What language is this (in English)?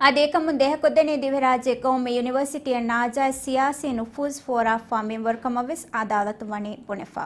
Divehi